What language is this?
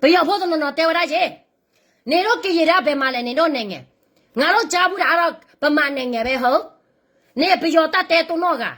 S'gaw Karen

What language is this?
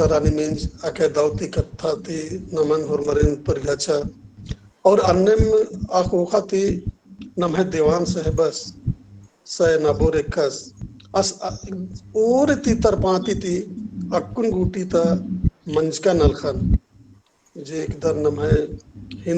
Kurukh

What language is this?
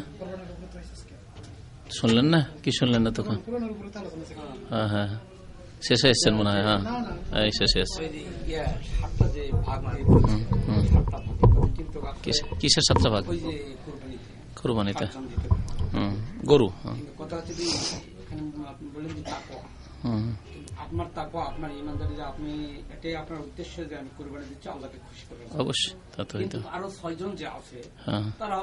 Bangla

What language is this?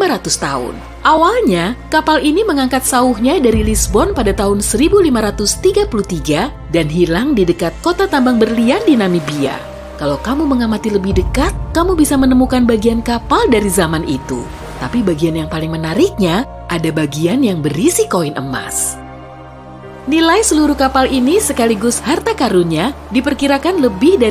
Indonesian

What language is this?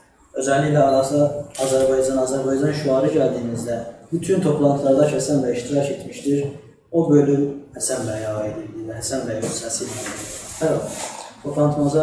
South Azerbaijani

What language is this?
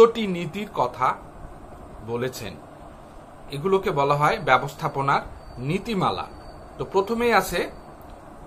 Bangla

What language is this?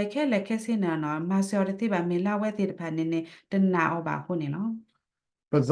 S'gaw Karen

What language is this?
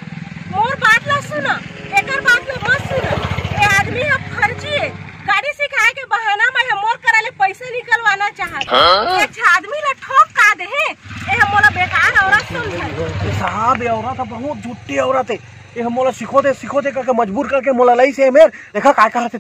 Chhattisgarhi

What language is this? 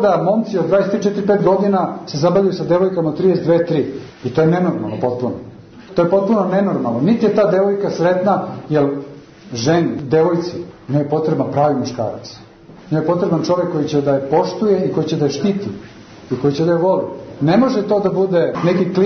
Serbian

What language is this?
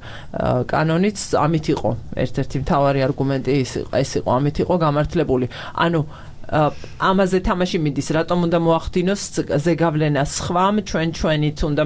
Georgian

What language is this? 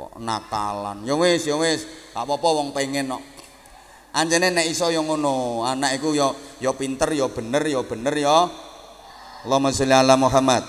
Javanese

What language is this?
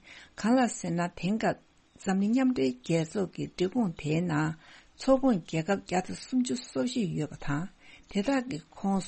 Tibetan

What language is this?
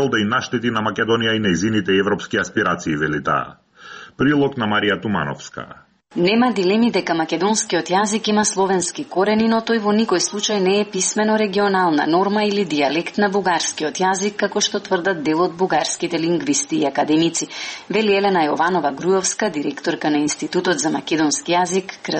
Macedonian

